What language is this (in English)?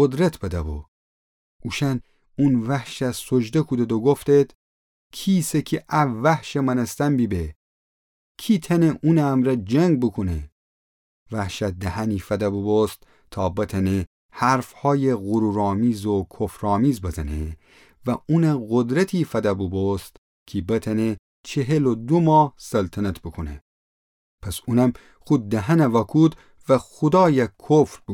Gilaki